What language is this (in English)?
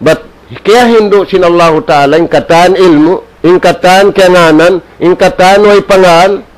Tausug